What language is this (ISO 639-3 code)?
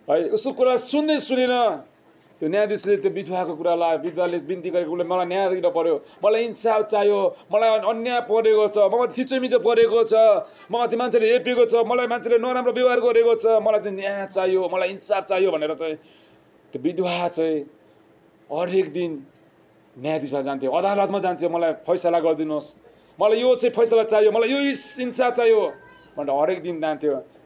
nep